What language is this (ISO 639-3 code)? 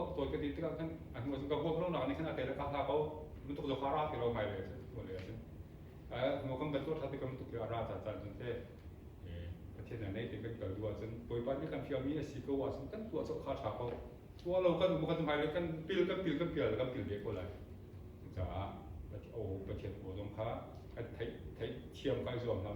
cnh